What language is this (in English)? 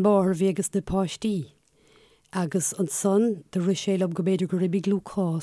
Irish